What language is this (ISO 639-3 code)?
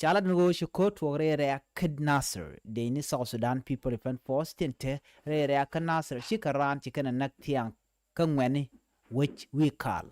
nus